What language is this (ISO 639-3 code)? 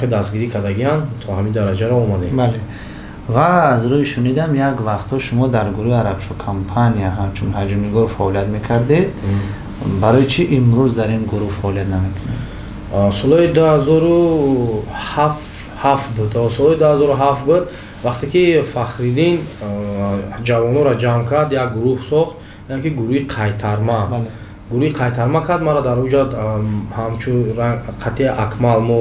tgk